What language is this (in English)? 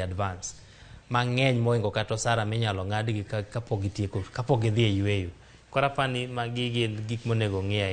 Luo (Kenya and Tanzania)